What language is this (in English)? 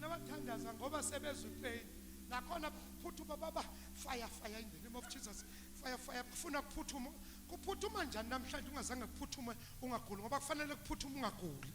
Zulu